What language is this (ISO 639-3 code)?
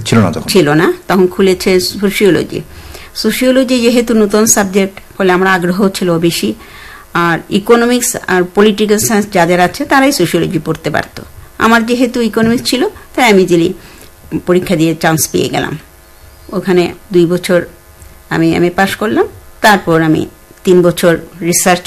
ben